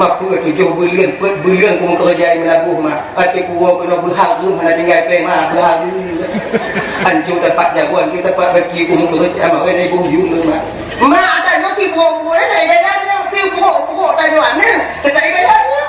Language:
Achinese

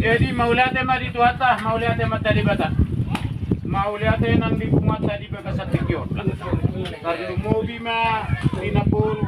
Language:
Batak Toba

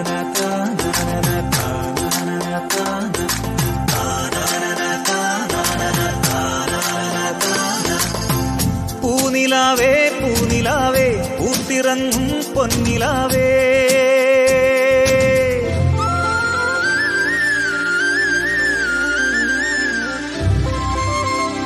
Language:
Malayalam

